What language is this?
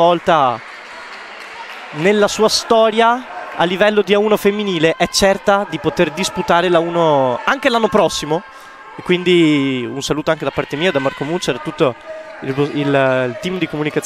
Italian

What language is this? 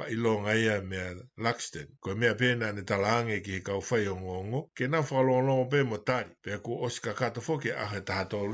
Tongan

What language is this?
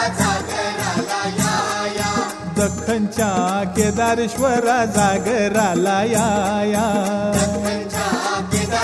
Marathi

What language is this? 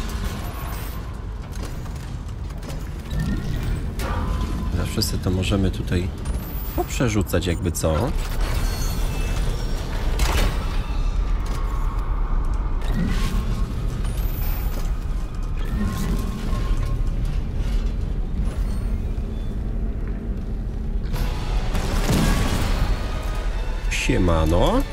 Polish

